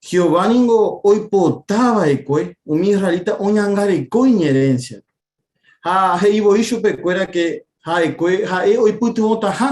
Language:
Guarani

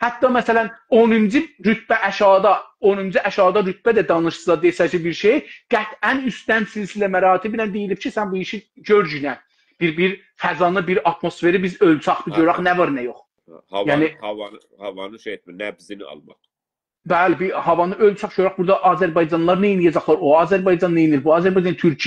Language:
South Azerbaijani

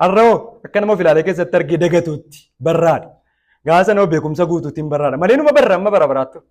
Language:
Oromo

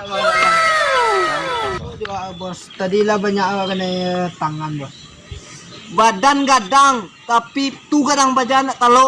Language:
Minangkabau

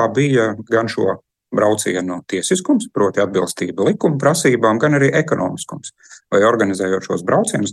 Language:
Latvian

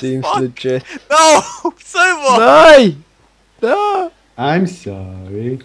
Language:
Faroese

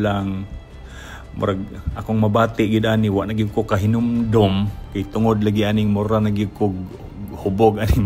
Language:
Cebuano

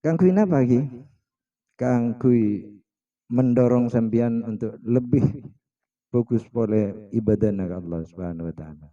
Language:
Madurese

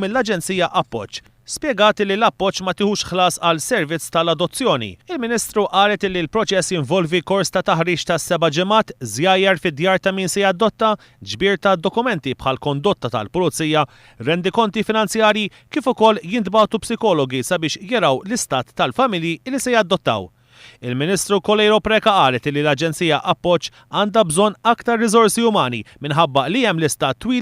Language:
Maltese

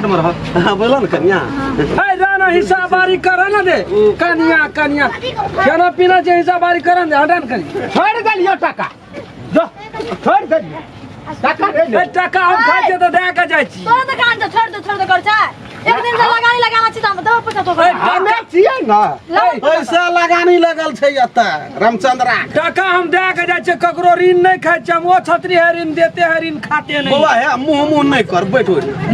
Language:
Maithili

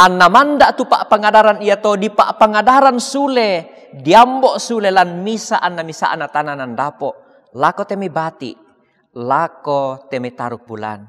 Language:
Toraja-Sa'dan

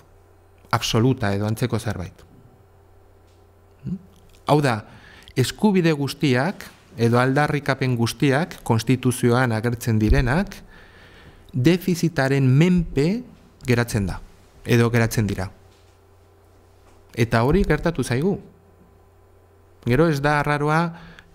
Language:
Basque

